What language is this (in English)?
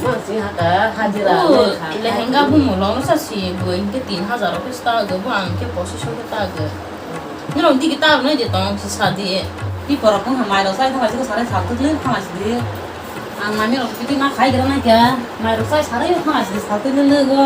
Kok Borok